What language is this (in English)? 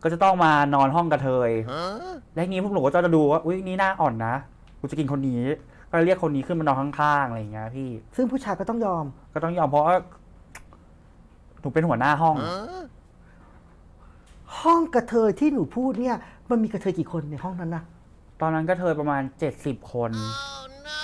Thai